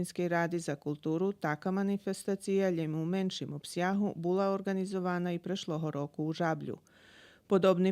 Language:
Rusyn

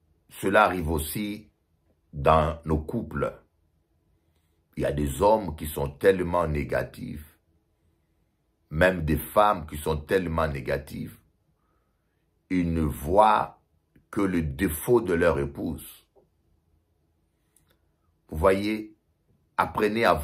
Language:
French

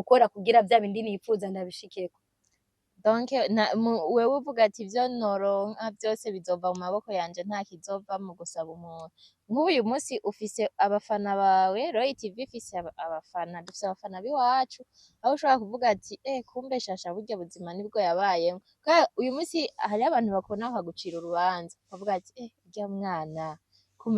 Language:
Rundi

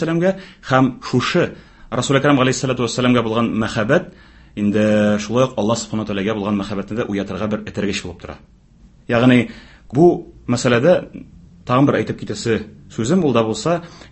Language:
Tatar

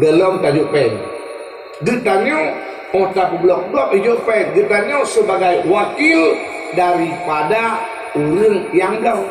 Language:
Achinese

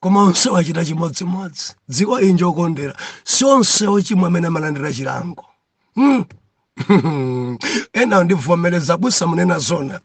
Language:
Nyanja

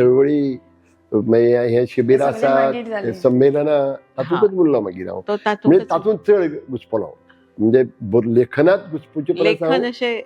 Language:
Konkani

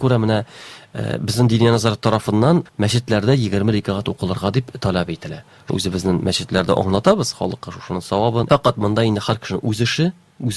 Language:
Tatar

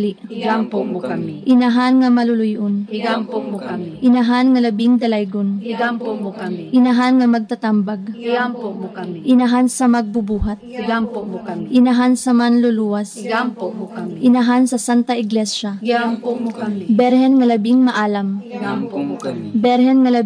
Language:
Cebuano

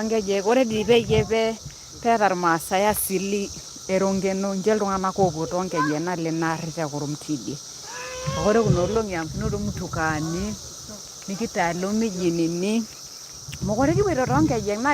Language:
Masai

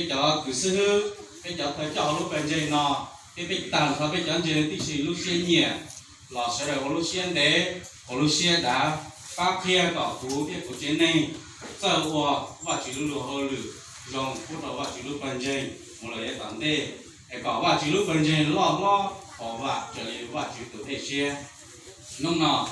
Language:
Hmong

